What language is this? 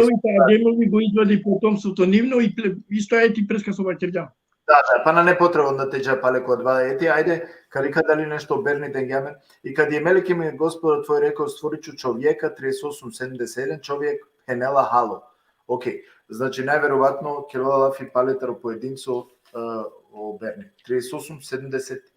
Balkan Romani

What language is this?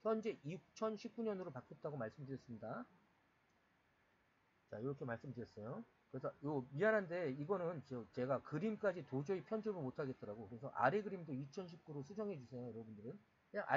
Korean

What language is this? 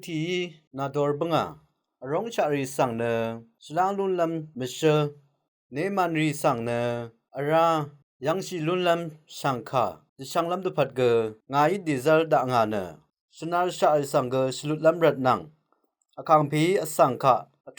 Rawang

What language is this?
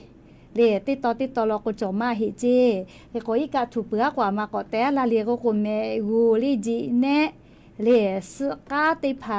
Lahu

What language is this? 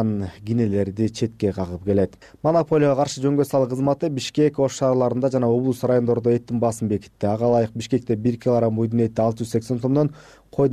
Kyrgyz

